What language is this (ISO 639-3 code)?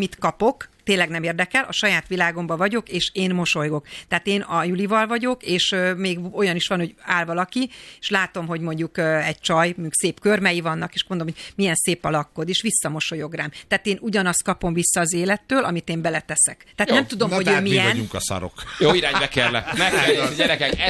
hun